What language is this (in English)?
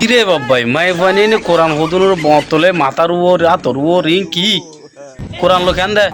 Rohingya